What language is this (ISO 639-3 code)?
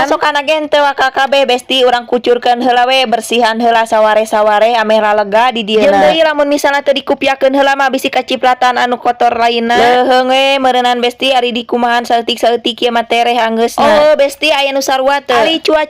sun